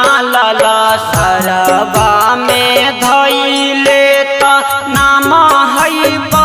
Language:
Bhojpuri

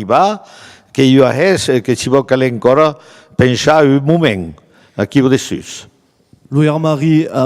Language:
Occitan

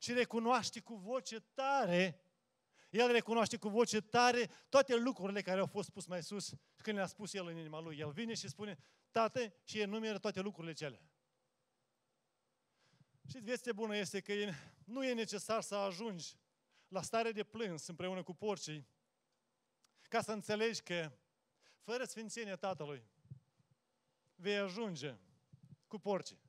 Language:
Romanian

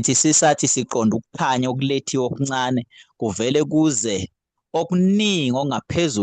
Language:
Zulu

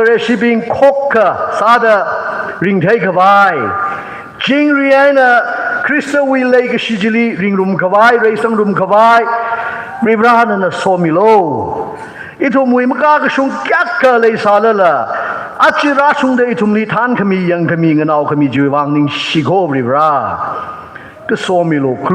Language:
Tangkhul Naga (India)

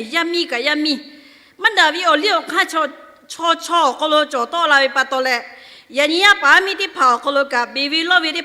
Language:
Lahu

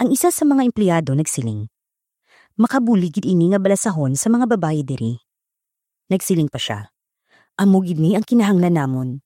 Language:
Hiligaynon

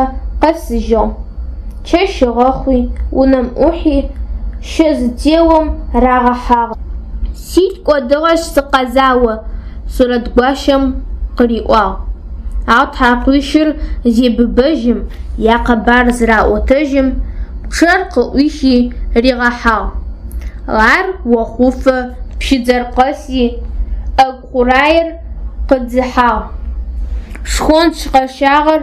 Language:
Adyghe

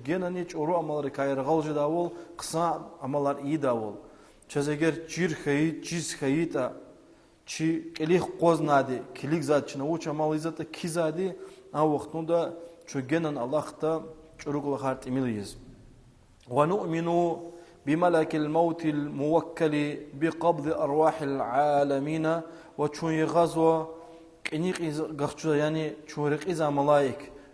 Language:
Lezghian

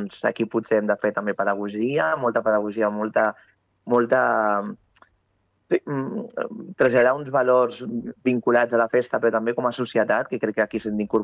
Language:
Catalan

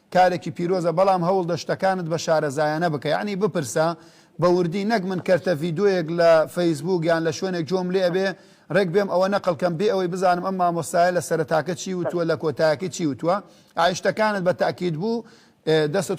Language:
Central Kurdish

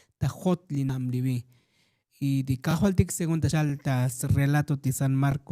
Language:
Tzotzil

